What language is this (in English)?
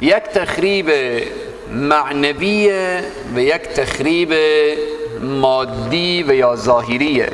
Persian